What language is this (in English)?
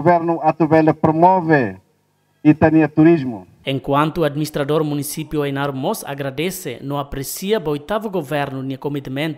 Tetum